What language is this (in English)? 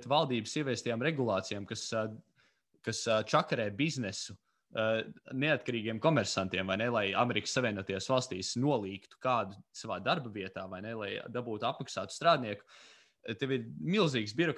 Latvian